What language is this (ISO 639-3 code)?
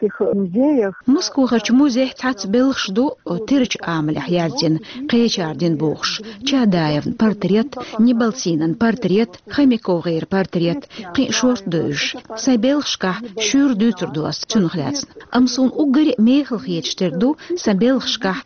che